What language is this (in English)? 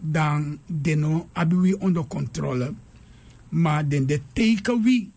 Sranan Tongo